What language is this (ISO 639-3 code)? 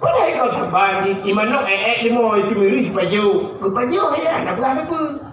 ace